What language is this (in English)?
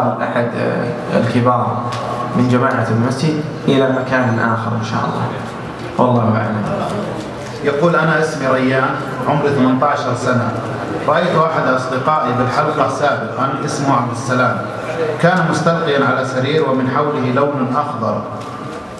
Arabic